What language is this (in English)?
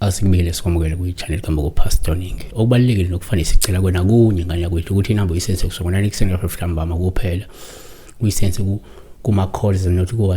Zulu